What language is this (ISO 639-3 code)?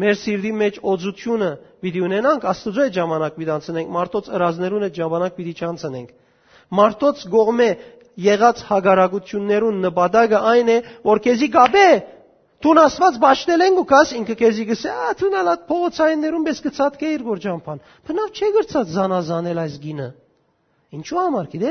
hyw